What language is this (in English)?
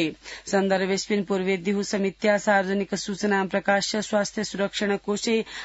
Sanskrit